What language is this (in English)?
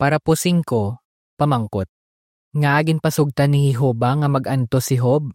Hiligaynon